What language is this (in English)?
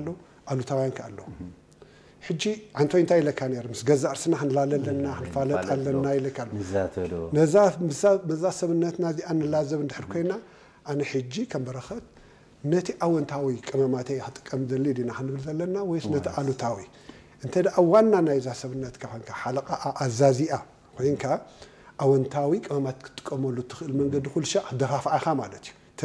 Tigrinya